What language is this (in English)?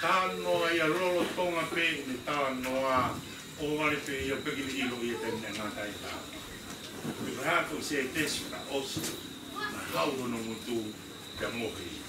Tongan